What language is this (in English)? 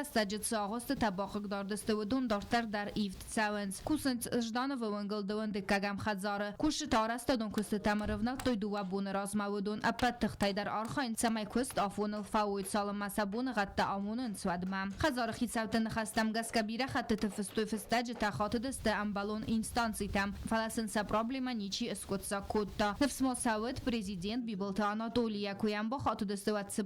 Ossetic